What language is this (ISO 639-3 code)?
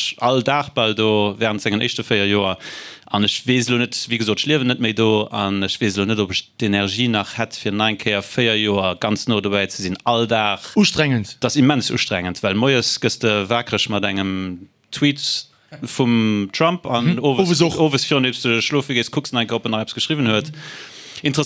ltz